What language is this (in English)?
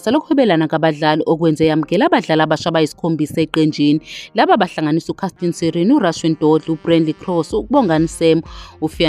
Zulu